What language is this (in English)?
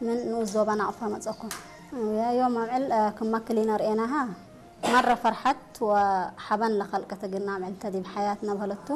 Tigre